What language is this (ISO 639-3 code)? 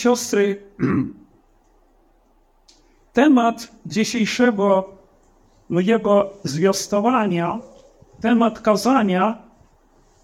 pol